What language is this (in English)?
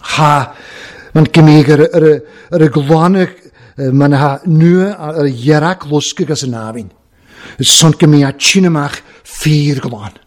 Welsh